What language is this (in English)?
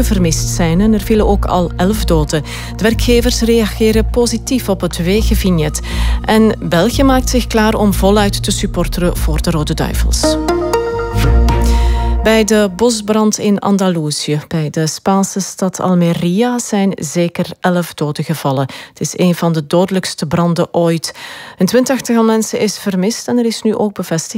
Dutch